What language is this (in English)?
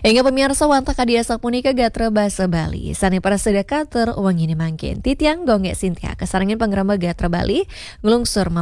Balinese